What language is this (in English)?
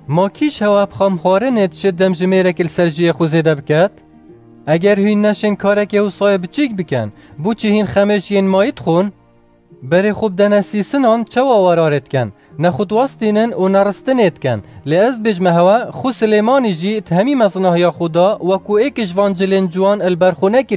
Kurdish